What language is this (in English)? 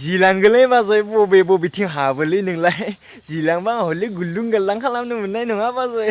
Bodo